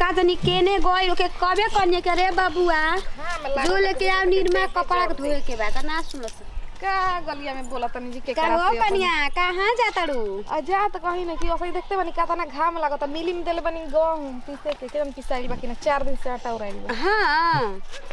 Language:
Bhojpuri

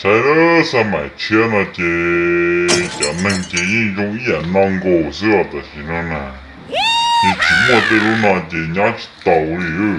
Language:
Hmong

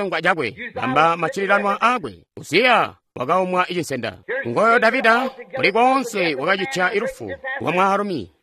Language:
Tonga (Zambia)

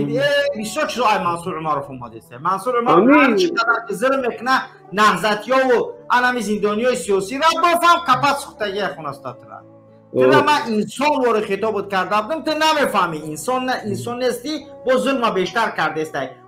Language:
Tajik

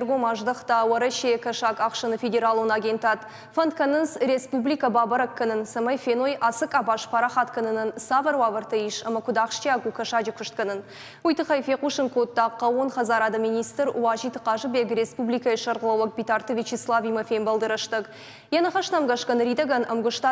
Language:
Ossetic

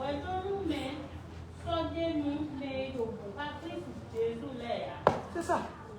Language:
Fon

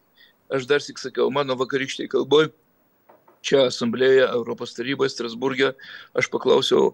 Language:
Lithuanian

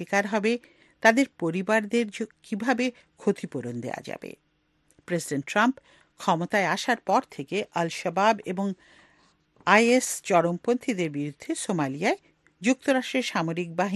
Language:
Bangla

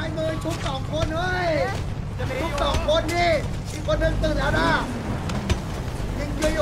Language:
Thai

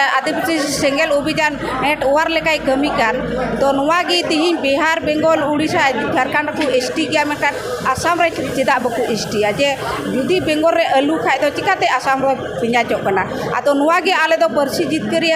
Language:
Santali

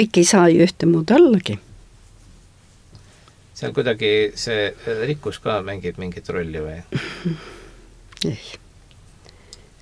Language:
Estonian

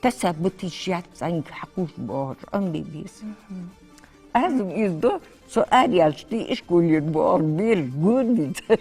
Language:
Ingush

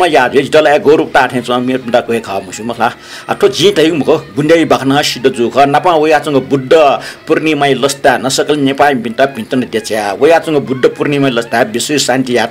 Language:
Newari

